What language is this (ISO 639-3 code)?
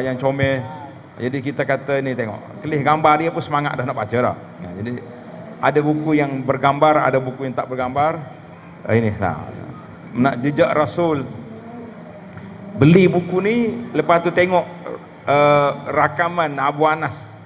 msa